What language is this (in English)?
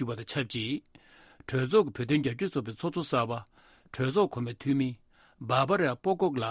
Tibetan